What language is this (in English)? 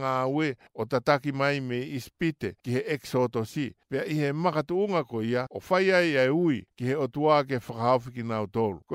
Tongan